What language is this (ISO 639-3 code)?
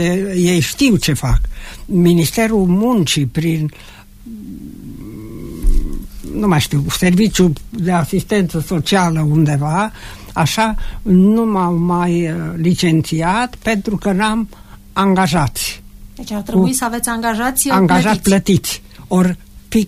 ron